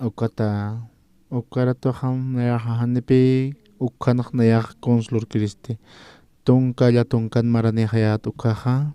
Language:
Aymara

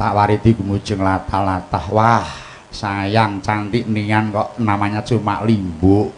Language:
Javanese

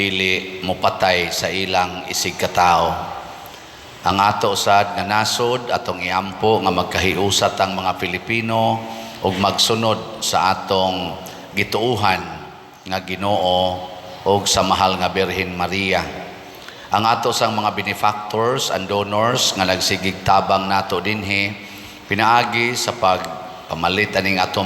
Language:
Cebuano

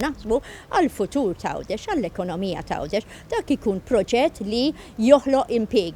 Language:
Maltese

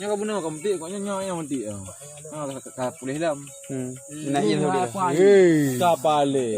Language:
Achinese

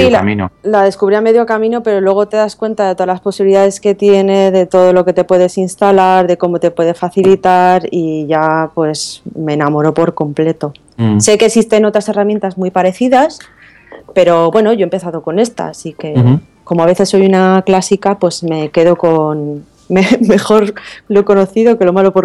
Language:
Spanish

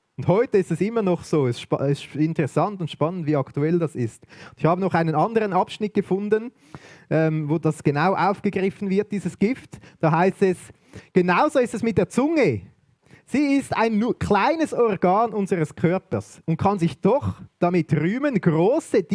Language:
Swiss German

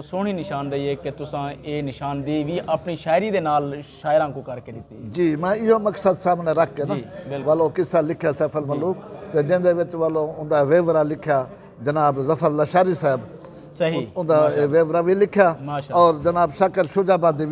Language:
Saraiki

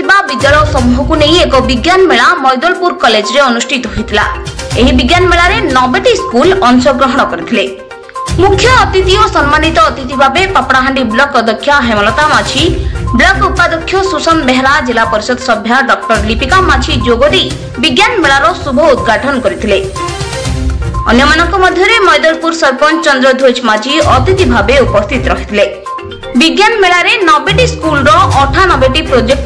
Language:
Odia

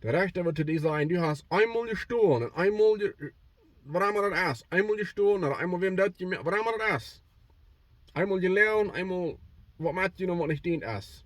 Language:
Plautdietsch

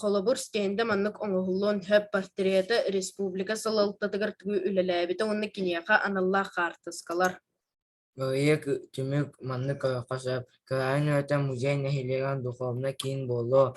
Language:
Yakut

